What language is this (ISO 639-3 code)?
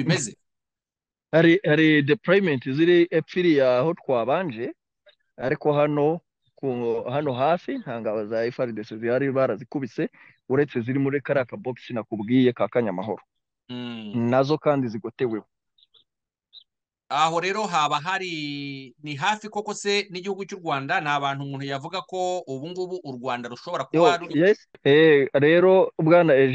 kin